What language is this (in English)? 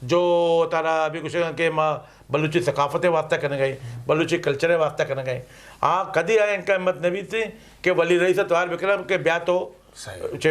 Eastern Balochi